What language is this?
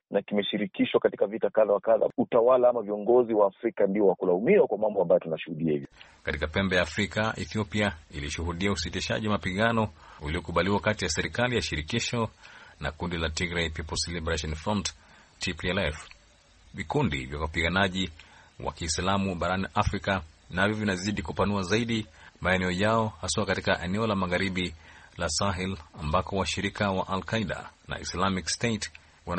Swahili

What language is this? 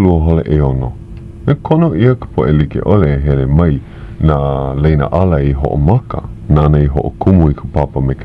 Hawaiian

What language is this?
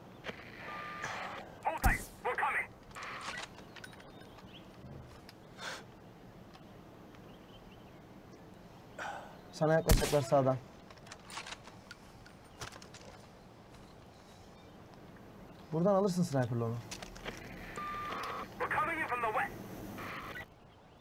Turkish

